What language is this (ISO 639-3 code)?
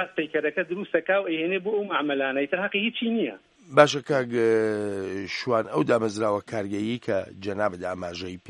ckb